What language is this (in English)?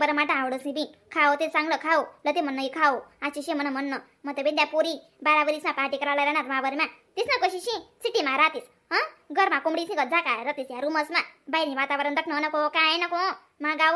Khandesi